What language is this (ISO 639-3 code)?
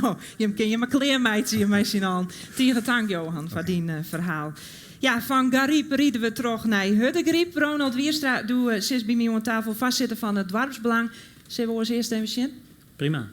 fry